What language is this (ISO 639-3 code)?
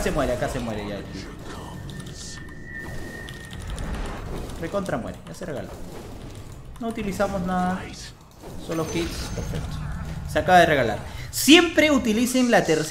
spa